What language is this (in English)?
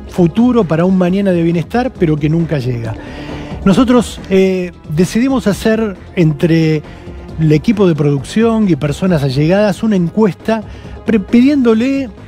Spanish